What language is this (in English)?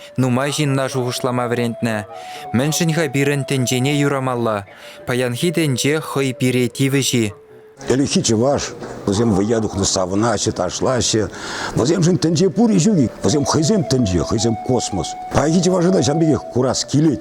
Chuvash